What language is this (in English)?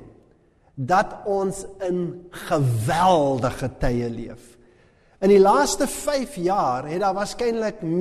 Afrikaans